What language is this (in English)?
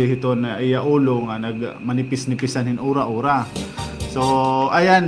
Waray